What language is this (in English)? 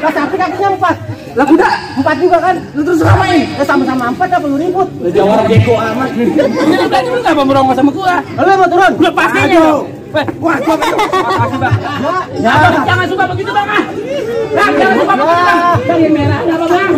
Betawi